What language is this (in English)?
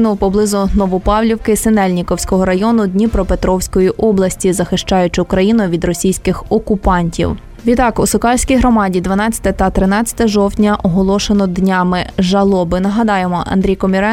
Ukrainian